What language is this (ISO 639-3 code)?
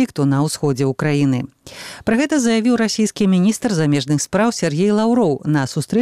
bel